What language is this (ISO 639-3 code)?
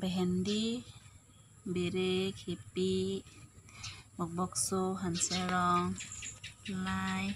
mjw